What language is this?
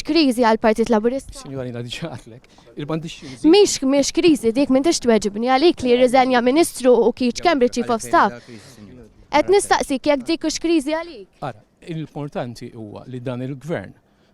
Maltese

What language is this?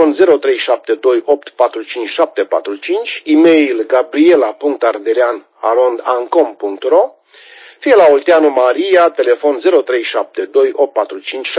Romanian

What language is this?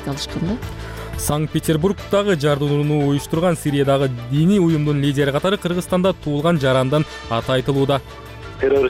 Kyrgyz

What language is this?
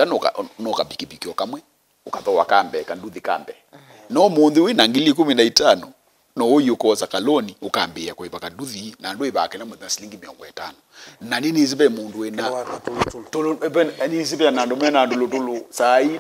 Kamba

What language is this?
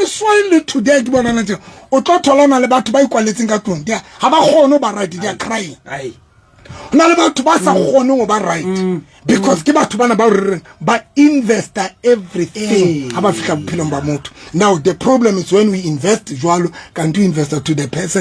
Southern Sotho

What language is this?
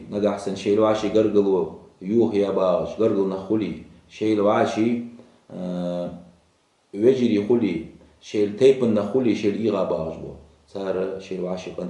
Ingush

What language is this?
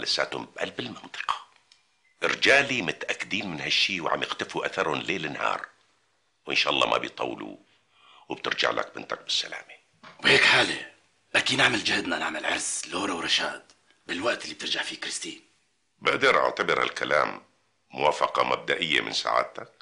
North Levantine Arabic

